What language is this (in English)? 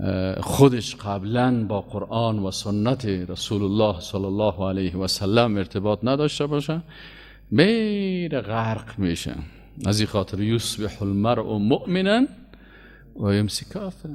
Persian